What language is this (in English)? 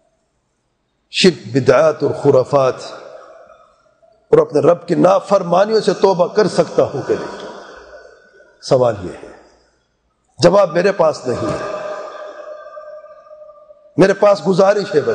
Urdu